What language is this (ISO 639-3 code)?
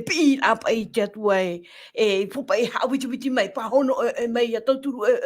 tah